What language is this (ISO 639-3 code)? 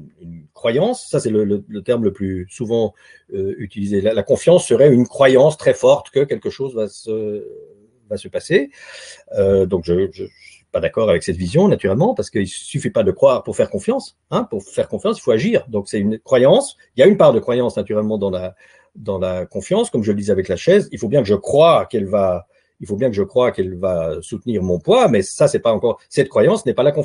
fra